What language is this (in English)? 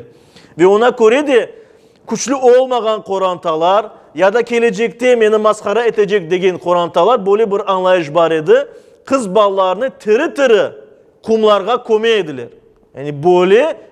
Crimean Tatar